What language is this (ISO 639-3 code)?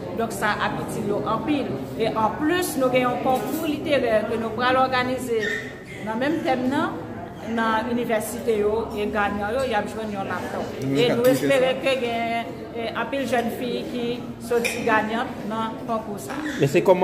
hat